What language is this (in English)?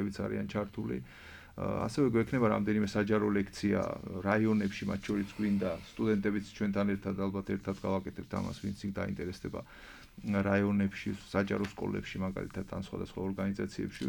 Georgian